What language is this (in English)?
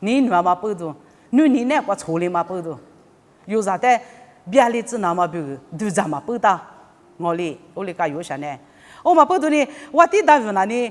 Lisu